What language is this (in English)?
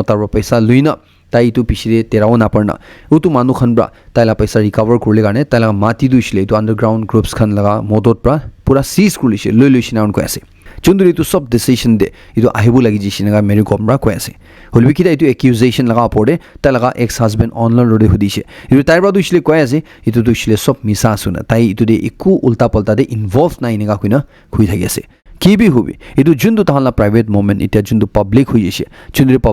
Naga Pidgin